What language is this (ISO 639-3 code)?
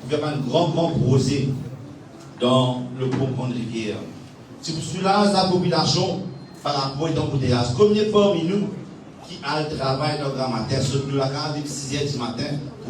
mfe